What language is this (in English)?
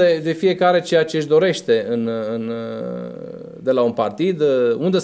Romanian